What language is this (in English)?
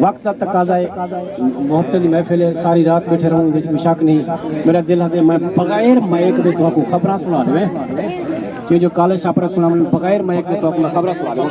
Saraiki